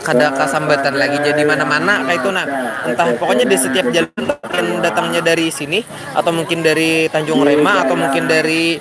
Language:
Banjar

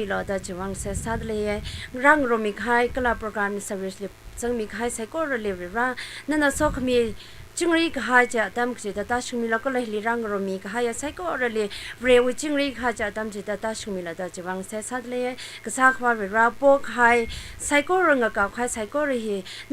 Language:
Tangkhul Naga (India)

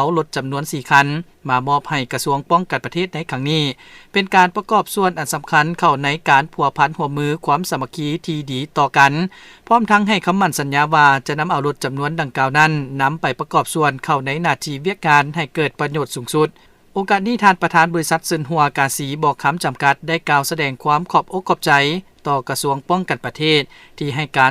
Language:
Lao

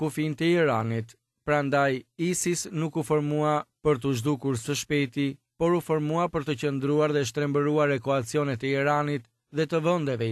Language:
Albanian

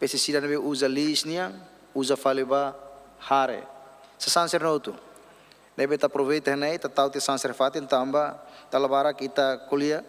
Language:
Tetum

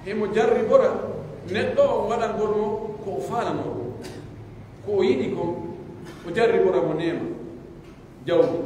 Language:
Pular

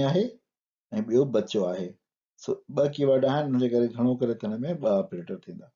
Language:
Sindhi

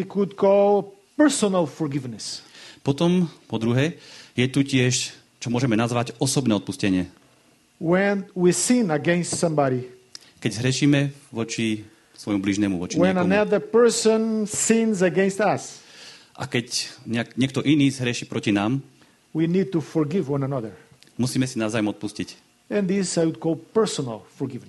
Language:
Slovak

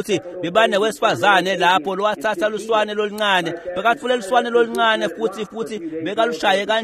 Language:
Swati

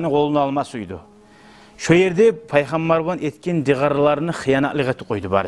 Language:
Kumyk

